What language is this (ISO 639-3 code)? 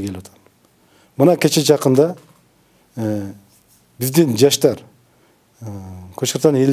kir